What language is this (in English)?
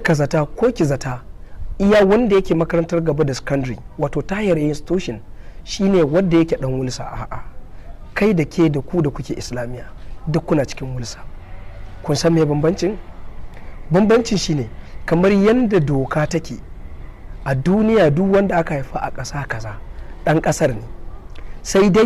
Hausa